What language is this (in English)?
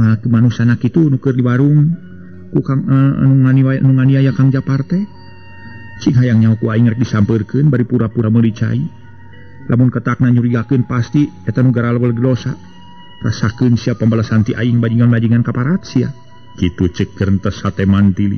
Sundanese